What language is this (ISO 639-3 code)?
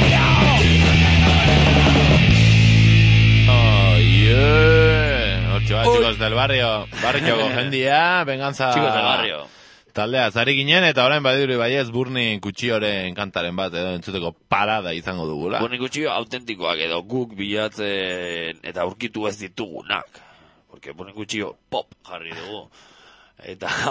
eus